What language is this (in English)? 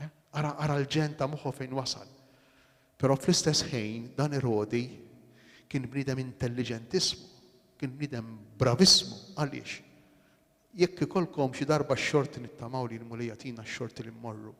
Maltese